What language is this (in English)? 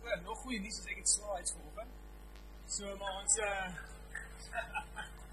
Afrikaans